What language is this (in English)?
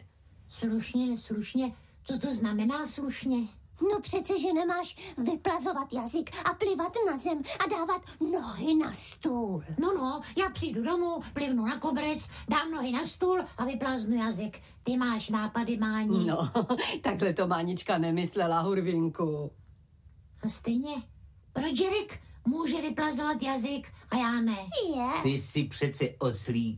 Czech